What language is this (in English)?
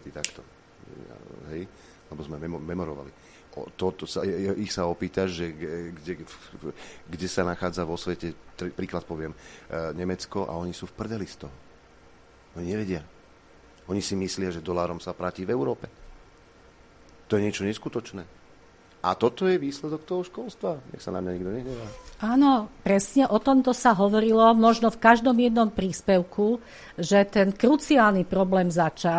Slovak